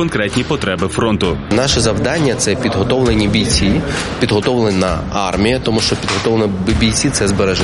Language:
Ukrainian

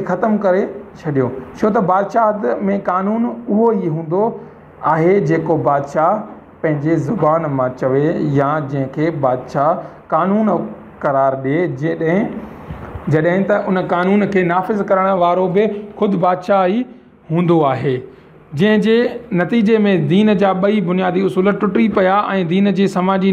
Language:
Sindhi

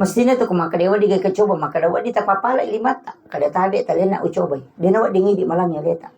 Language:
Buginese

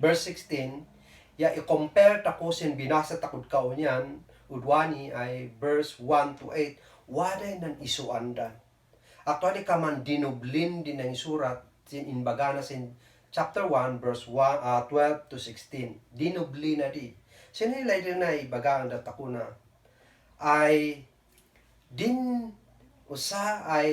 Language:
Kankanaey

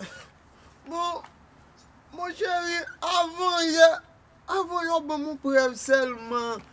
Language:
Haitian Creole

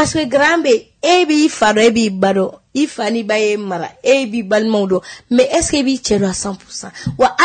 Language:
Bambara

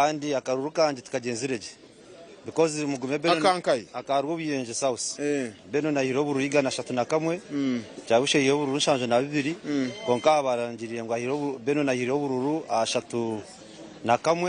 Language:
Nyankole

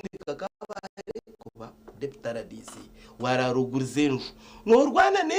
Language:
Nyankole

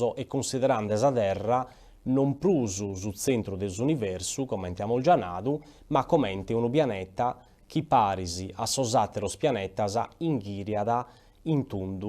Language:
Sardinian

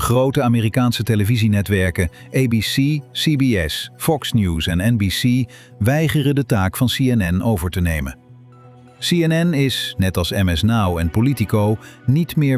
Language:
Dutch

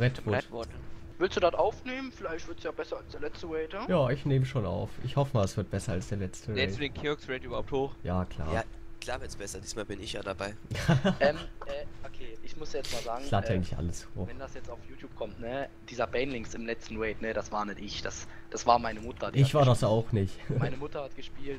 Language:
German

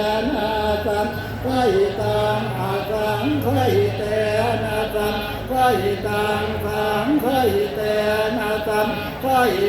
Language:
Pali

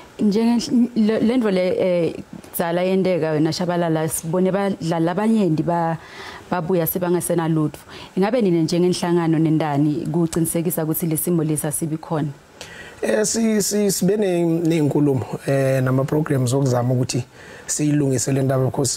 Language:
Zulu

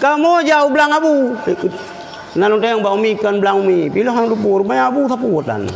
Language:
Achinese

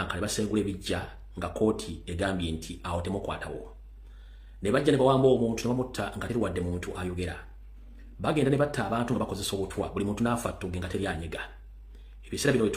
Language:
Ganda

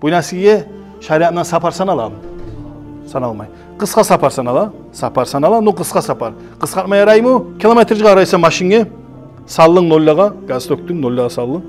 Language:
Kumyk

